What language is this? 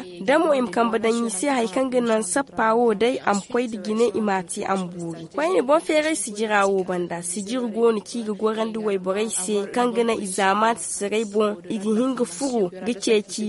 Zarma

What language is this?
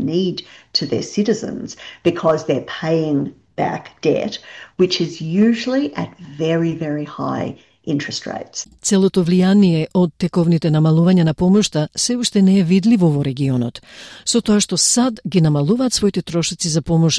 Macedonian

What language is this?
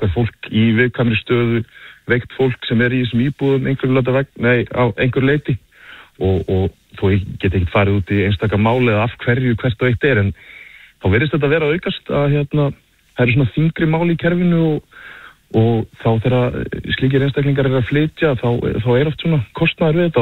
Icelandic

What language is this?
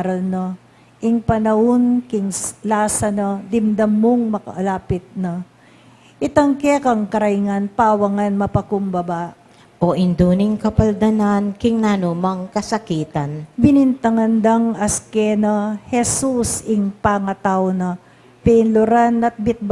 Pampanga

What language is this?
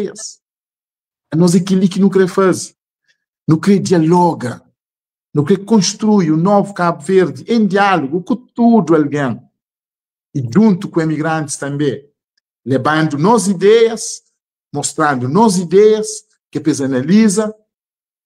Kabuverdianu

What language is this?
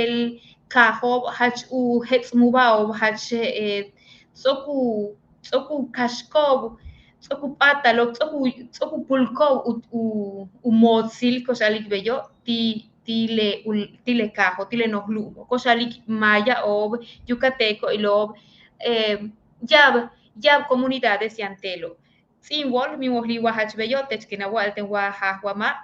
Yucateco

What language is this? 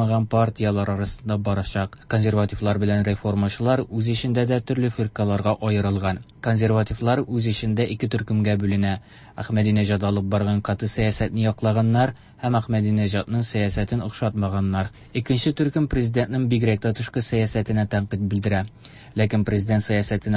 Tatar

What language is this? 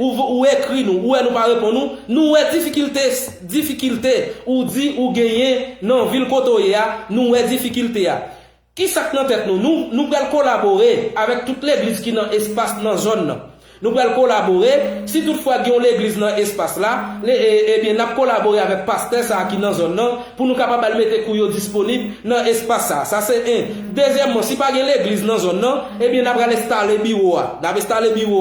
Haitian Creole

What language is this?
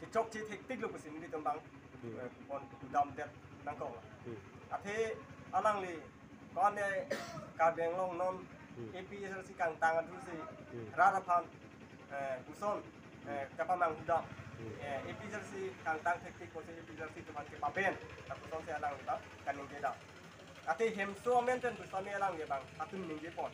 Karbi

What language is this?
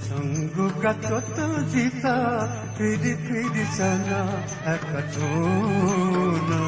Newari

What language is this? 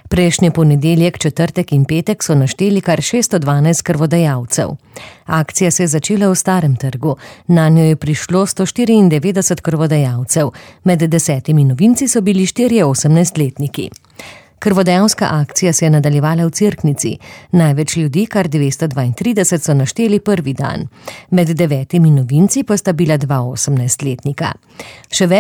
Slovenian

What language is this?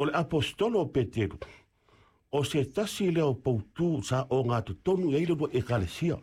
Samoan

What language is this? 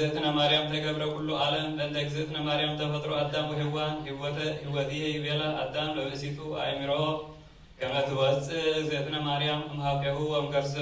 Geez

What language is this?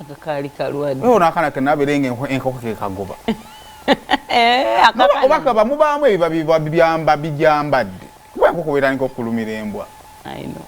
Ganda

